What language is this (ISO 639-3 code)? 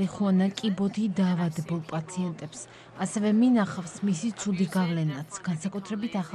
kat